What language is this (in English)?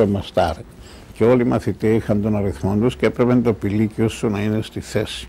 Greek